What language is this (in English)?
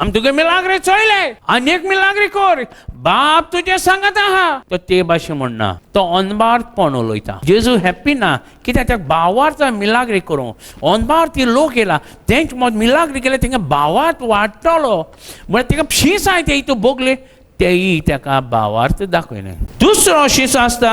Konkani